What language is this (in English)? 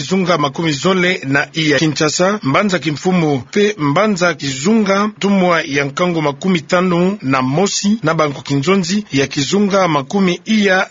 Kituba (Democratic Republic of Congo)